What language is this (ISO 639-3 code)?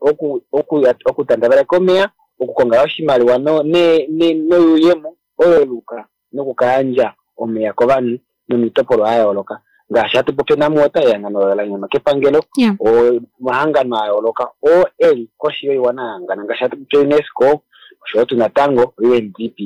kua